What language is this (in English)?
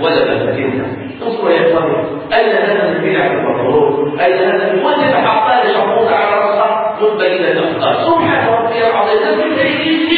Arabic